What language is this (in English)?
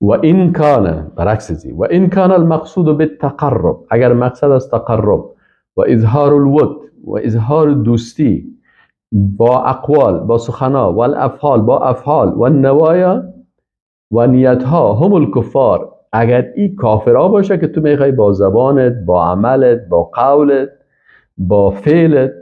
Persian